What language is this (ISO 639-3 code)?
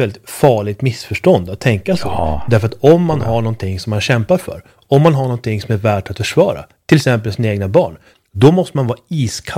swe